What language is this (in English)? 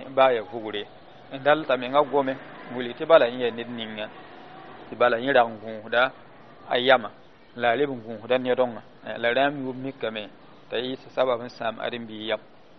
Mossi